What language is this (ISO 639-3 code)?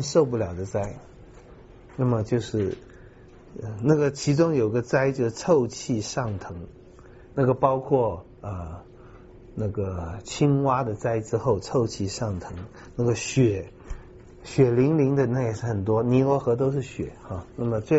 zho